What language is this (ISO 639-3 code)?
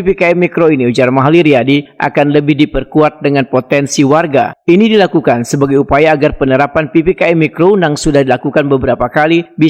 bjn